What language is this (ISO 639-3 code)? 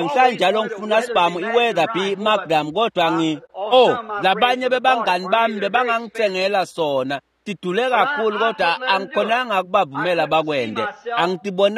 ssw